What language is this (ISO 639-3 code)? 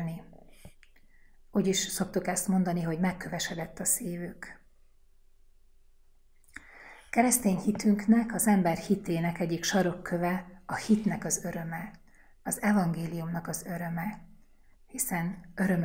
hun